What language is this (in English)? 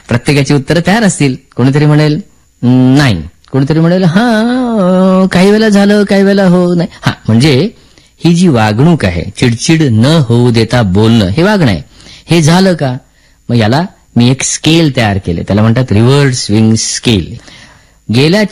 Marathi